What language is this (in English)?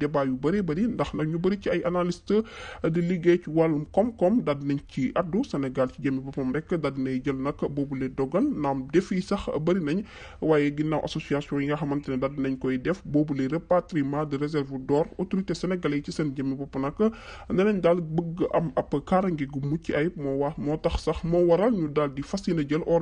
Wolof